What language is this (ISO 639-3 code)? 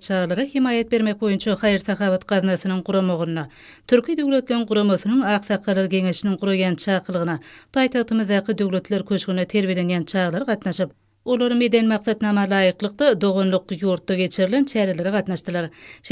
tuk